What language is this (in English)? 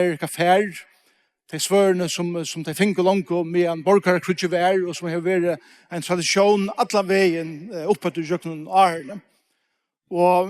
Faroese